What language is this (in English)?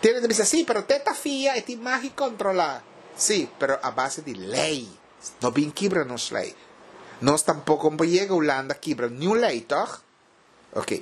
Papiamento